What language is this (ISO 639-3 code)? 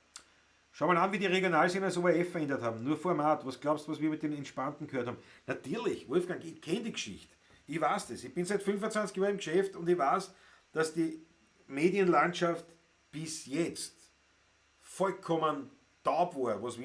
bar